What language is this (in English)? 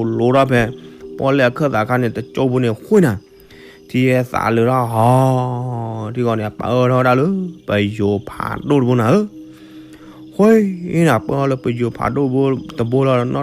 S'gaw Karen